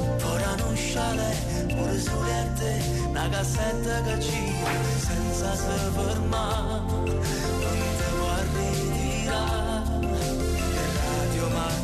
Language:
Italian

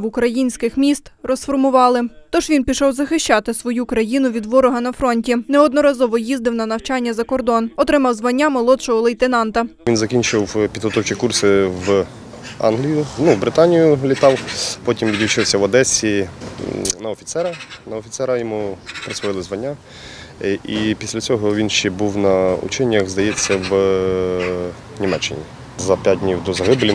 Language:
Ukrainian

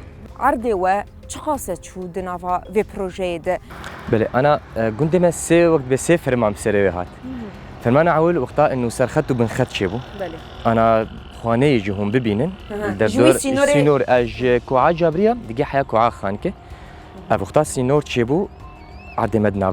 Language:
Kurdish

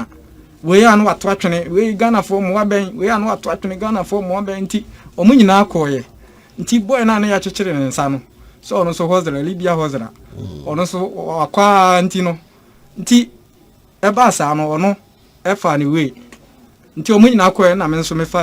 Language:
Akan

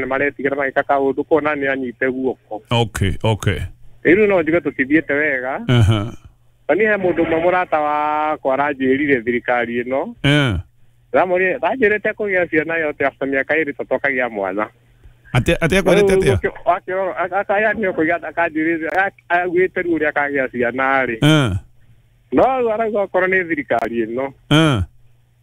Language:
Kikuyu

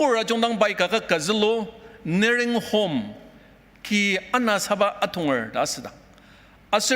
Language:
Ao Naga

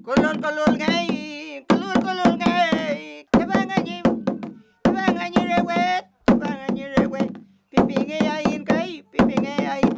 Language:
Mapuche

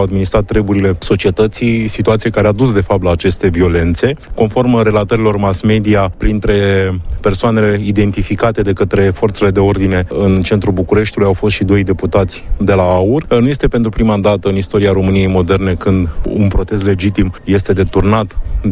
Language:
Romanian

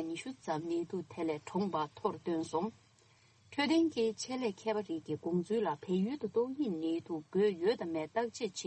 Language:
Tibetan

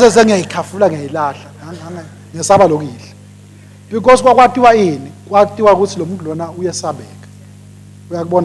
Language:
Swati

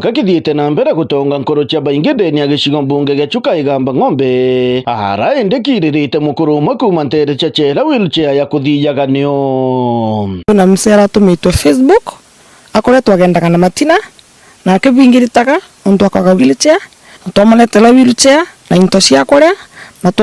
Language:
Meru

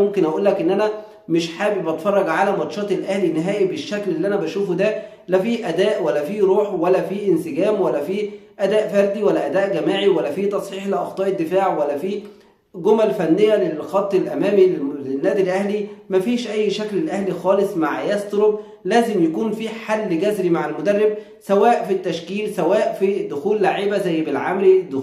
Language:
Egyptian Arabic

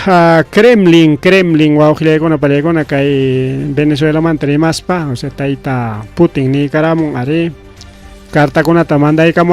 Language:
Ayacucho Quechua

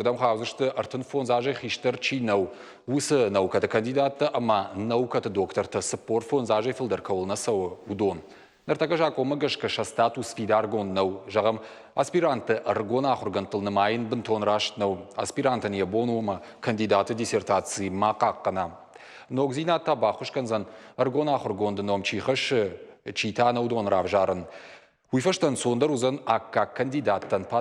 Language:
Ossetic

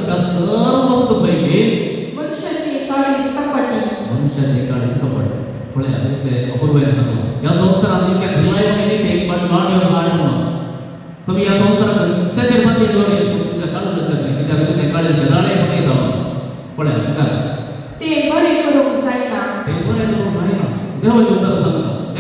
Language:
Konkani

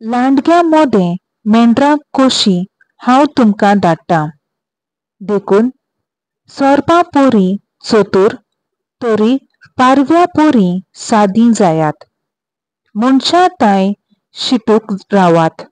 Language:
Konkani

